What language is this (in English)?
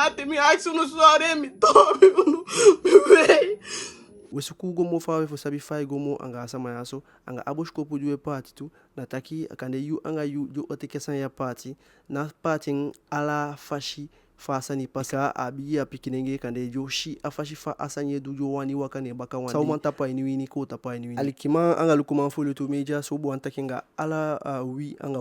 Eastern Maroon Creole